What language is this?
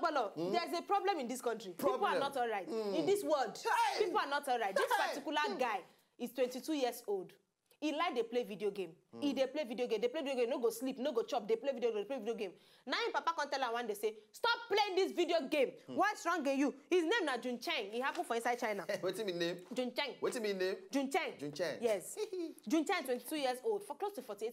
Nigerian Pidgin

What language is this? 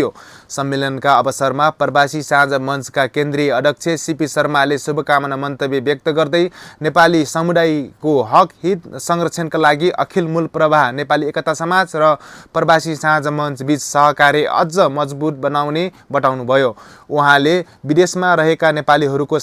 Nepali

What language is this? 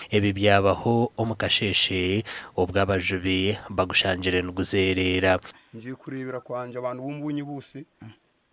Nyankole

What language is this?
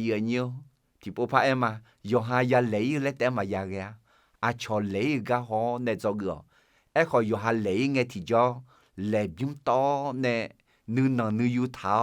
Akha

